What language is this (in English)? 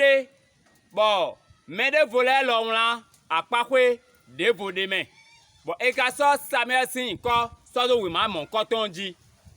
Fon